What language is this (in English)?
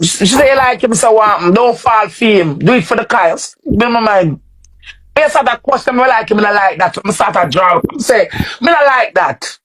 Jamaican Creole English